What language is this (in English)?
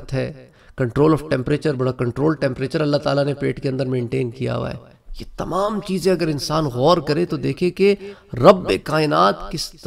Urdu